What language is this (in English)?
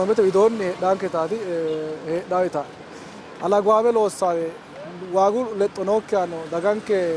Sidamo